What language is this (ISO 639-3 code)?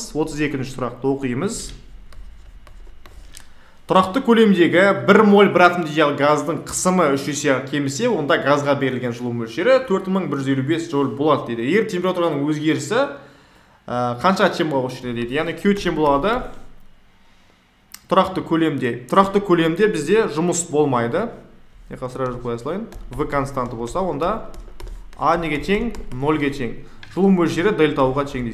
kaz